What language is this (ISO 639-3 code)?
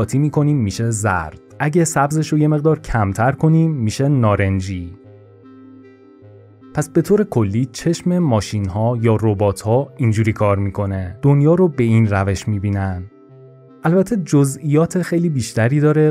fas